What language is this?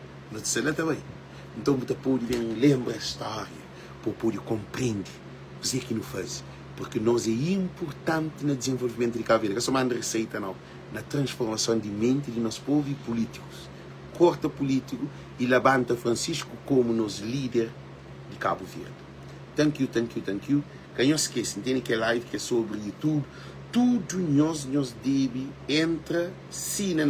Kabuverdianu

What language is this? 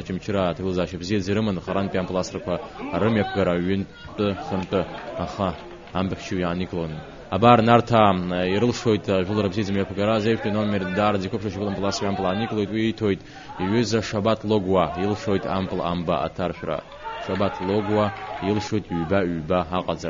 Abkhazian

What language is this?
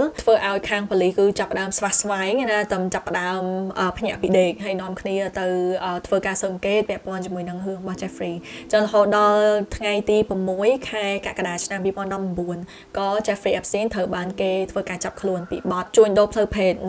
Khmer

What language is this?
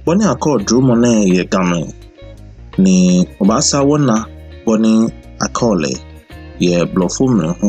Ga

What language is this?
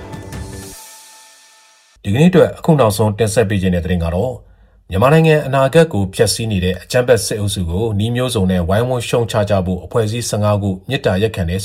Burmese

